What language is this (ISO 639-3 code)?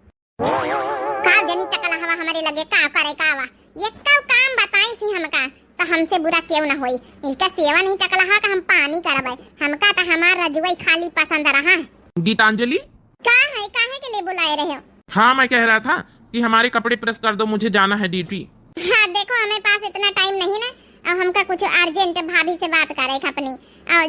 awa